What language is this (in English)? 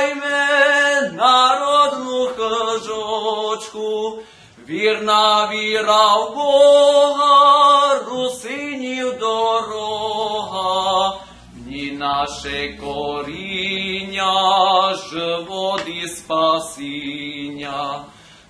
Rusyn